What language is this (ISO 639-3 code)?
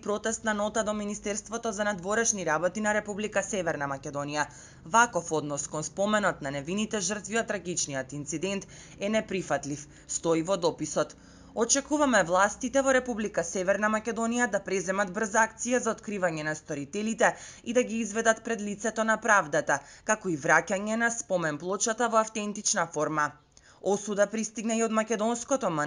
mkd